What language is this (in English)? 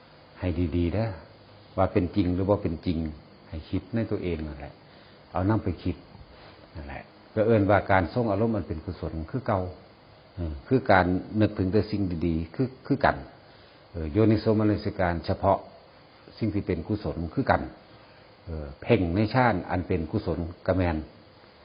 Northeastern Thai